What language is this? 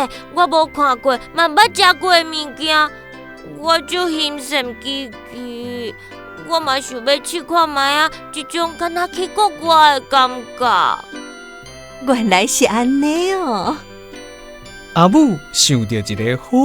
Min Nan Chinese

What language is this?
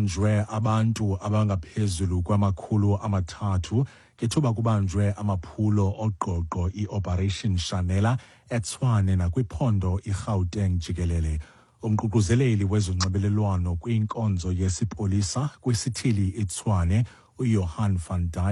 Xhosa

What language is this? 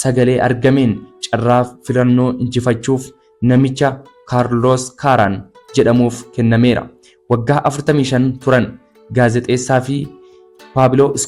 Oromo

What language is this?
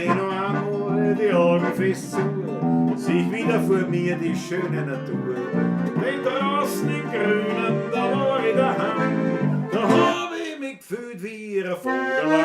Bavarian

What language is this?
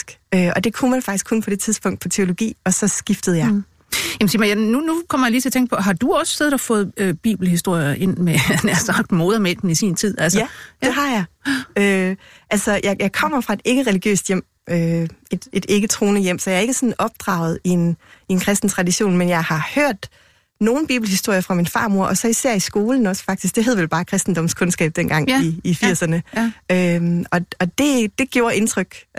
Danish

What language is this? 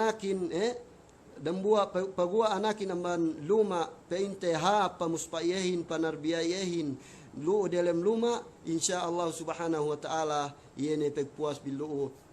Yakan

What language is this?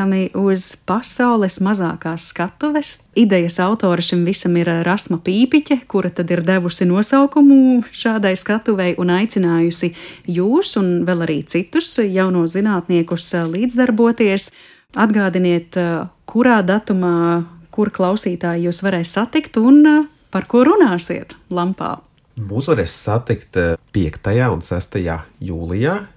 Latvian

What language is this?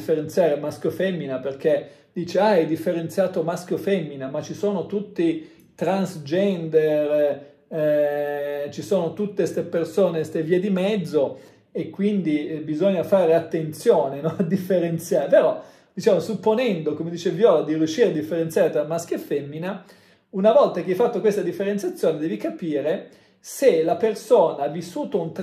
Italian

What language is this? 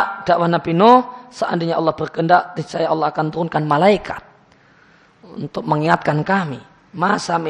Indonesian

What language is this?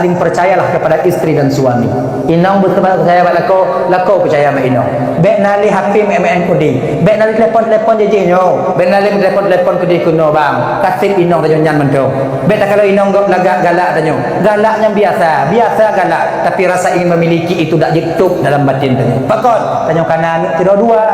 Achinese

